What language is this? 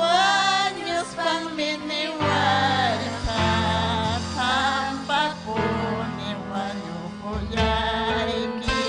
Ayacucho Quechua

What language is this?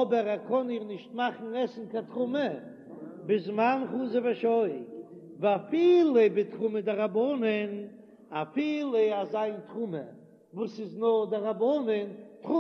Yiddish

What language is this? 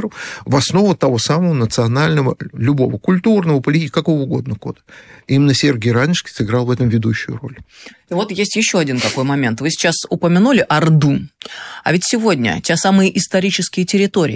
Russian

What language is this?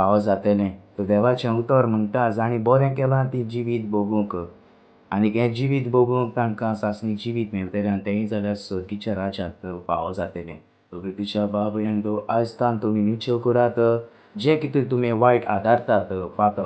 Konkani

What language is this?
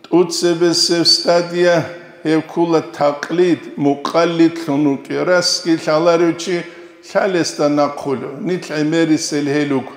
Avaric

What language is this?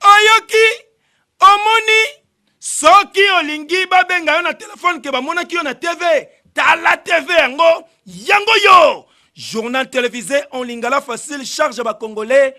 Lingala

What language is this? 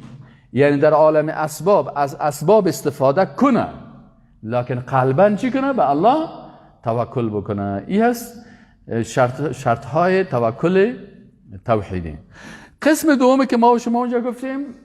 Persian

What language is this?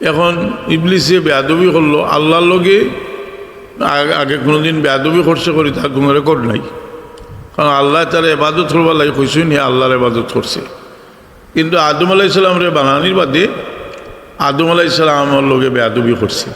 Sylheti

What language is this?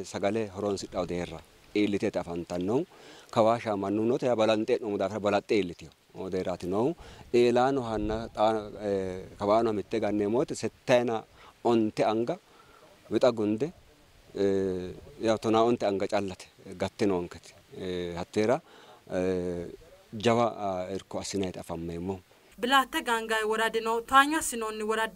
Sidamo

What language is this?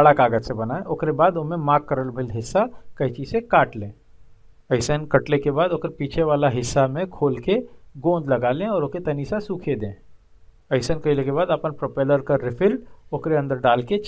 Bhojpuri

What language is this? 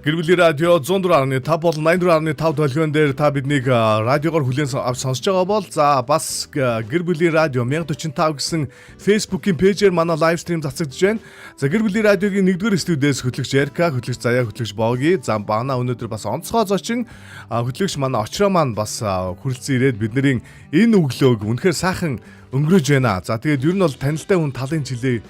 Mongolian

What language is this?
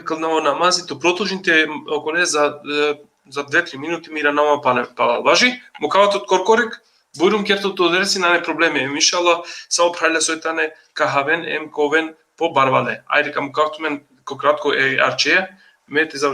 Balkan Romani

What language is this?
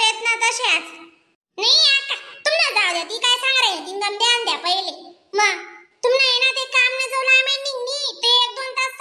Khandesi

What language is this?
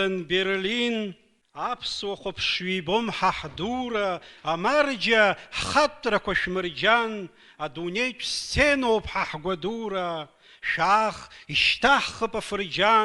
Abkhazian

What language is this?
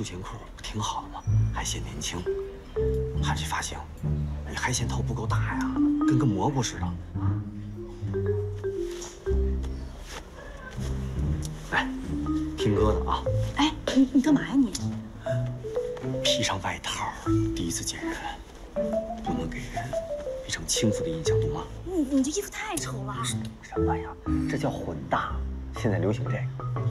Chinese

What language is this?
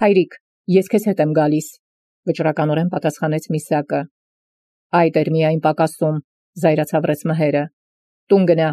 Armenian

